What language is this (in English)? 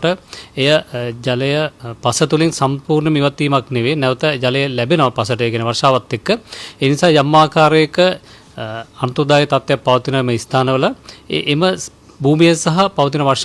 Sinhala